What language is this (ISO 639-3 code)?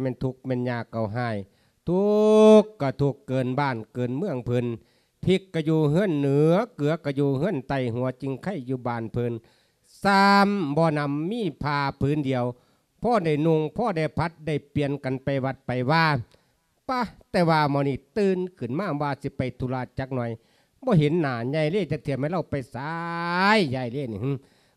lao